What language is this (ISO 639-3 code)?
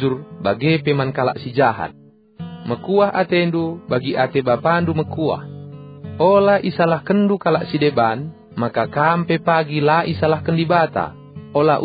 btx